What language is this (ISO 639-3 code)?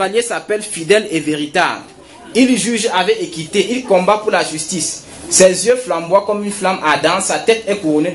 fra